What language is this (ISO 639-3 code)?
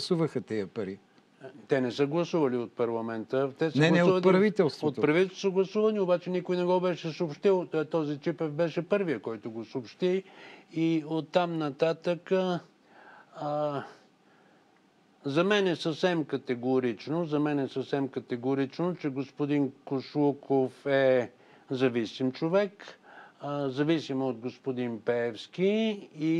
bul